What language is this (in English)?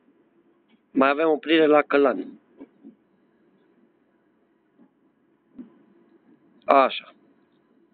Romanian